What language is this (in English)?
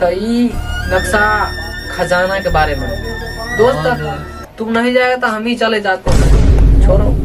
Maithili